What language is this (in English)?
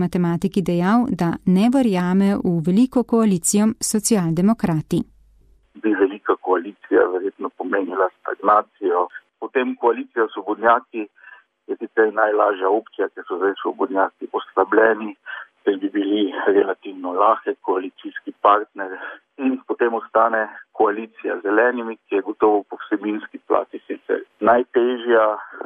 Slovenian